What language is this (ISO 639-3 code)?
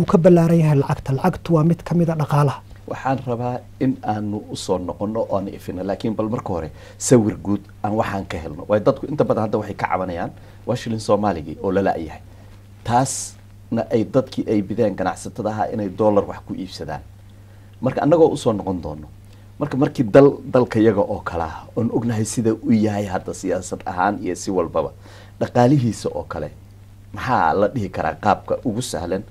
som